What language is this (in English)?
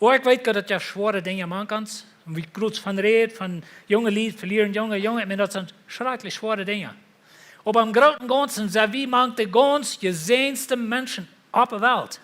Plautdietsch